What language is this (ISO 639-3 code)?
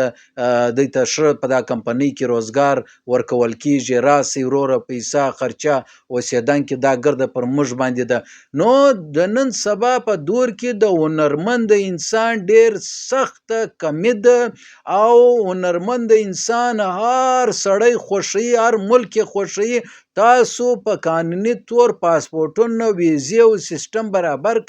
pus